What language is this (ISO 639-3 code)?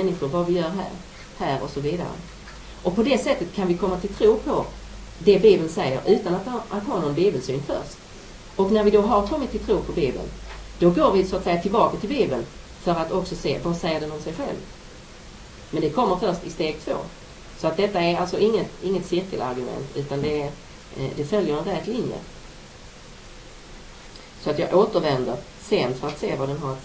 swe